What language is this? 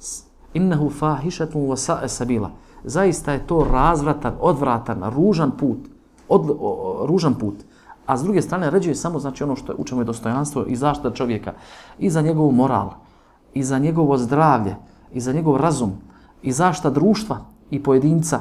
Bosnian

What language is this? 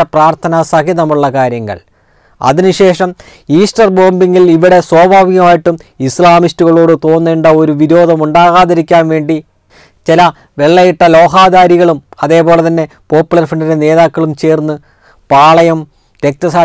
Malayalam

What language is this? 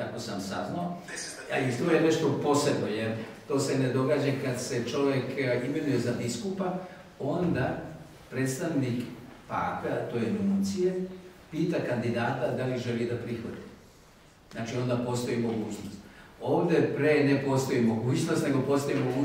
Serbian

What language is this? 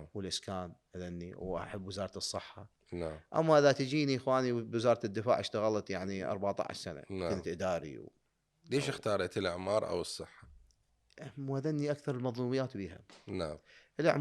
Mesopotamian Arabic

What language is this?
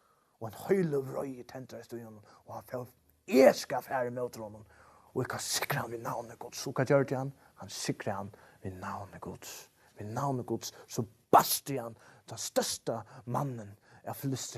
Faroese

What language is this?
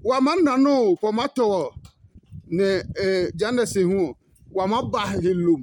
Adangme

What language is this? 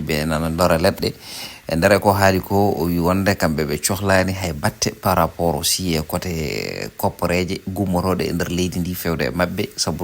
Fula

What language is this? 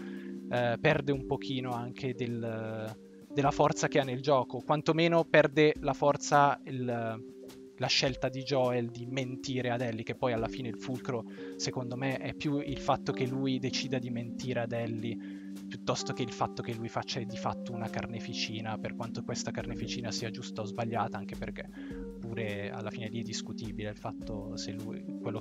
Italian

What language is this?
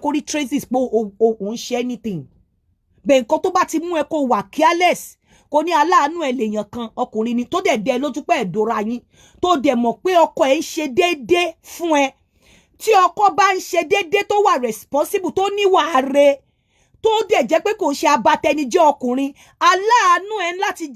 Yoruba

